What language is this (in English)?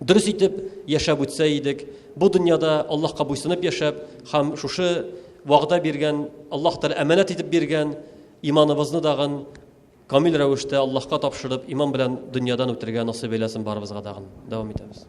Tatar